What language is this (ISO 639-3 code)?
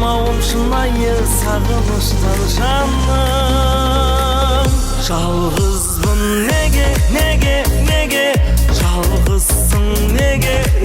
kaa